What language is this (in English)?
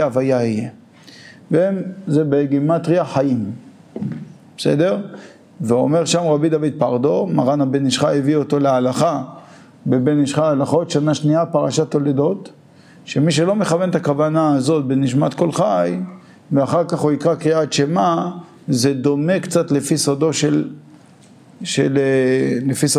Hebrew